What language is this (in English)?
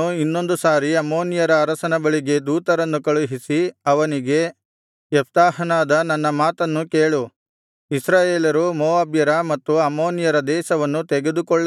Kannada